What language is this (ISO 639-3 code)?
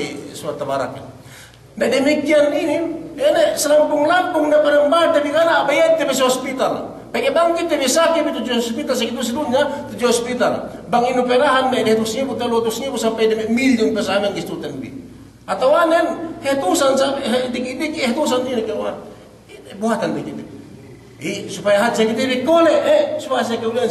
yka